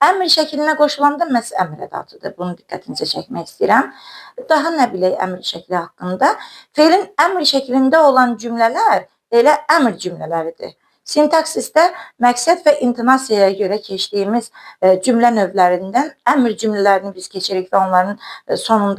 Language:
Azerbaijani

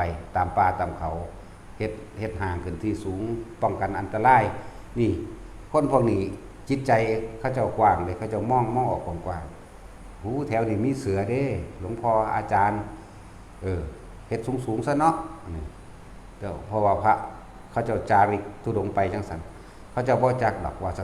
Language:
Northeastern Thai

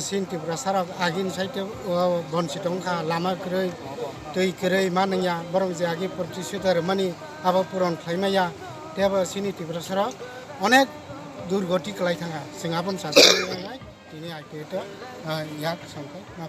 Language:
Kok Borok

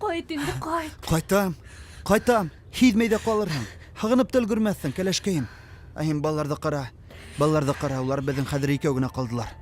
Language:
Bashkir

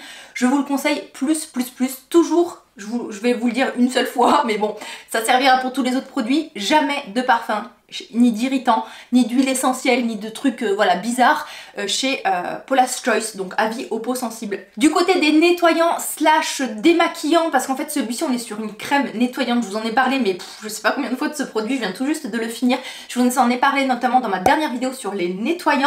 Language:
French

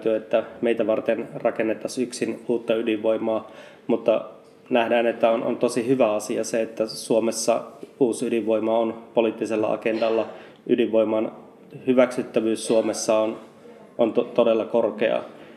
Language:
Finnish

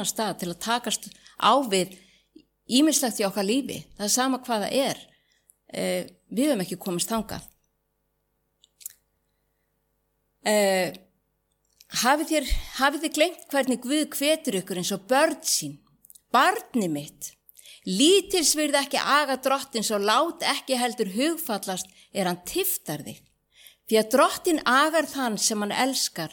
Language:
Icelandic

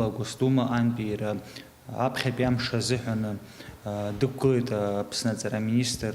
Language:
Abkhazian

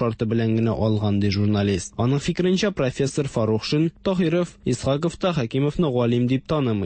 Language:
Tatar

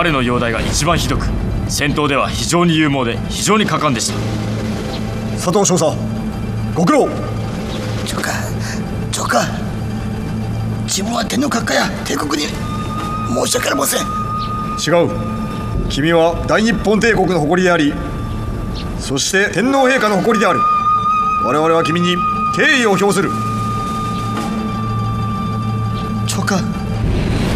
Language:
Japanese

